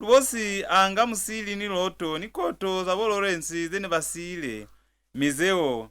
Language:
Lozi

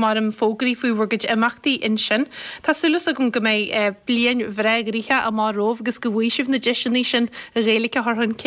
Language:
Irish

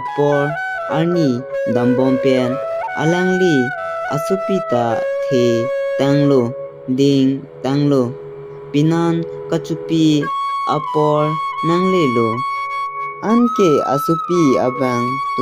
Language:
Karbi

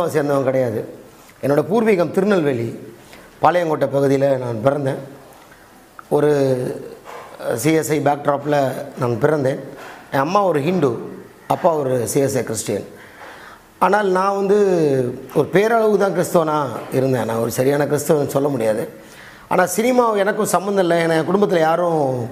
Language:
Tamil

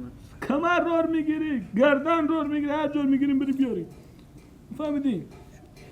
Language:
Persian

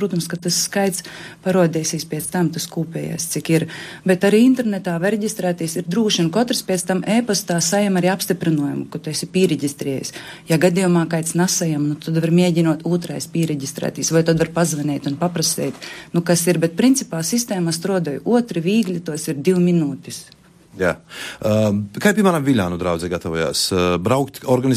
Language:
Latvian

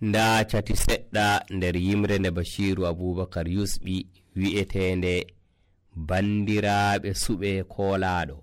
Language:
Nigerian Fulfulde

